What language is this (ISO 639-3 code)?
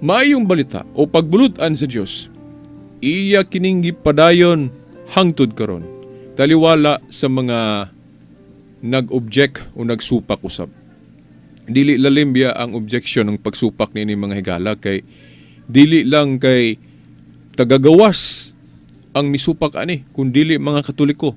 ceb